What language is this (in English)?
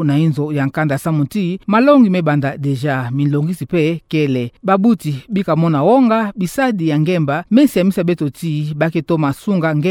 Kituba (Democratic Republic of Congo)